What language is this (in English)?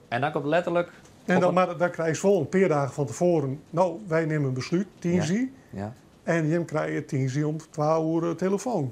Western Frisian